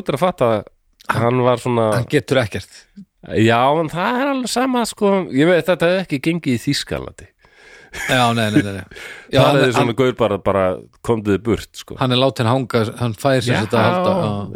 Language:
Icelandic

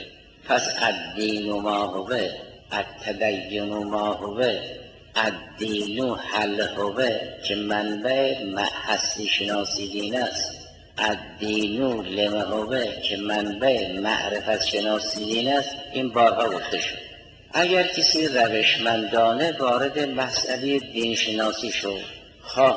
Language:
Persian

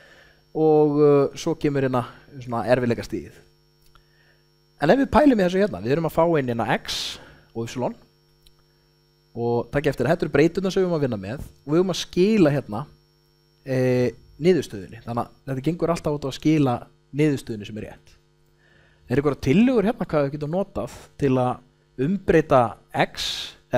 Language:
Icelandic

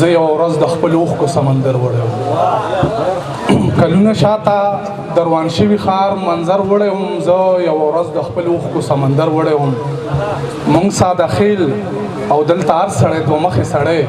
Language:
Pashto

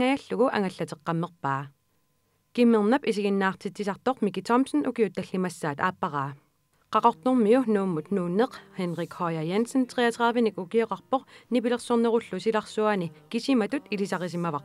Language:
Kalaallisut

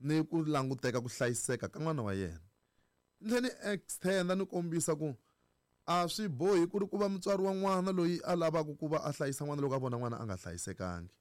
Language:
Tsonga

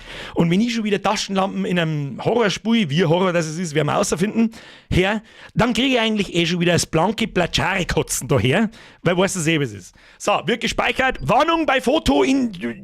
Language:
Bavarian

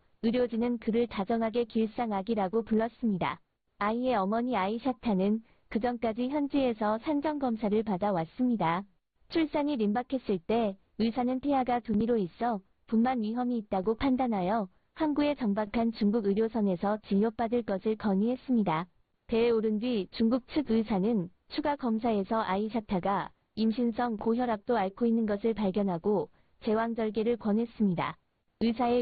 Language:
Korean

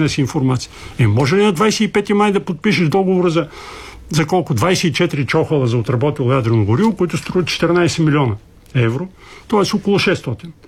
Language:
Bulgarian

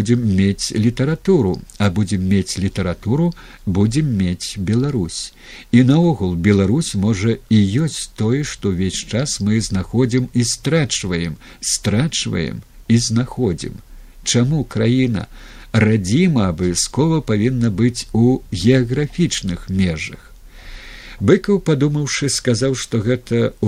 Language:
Belarusian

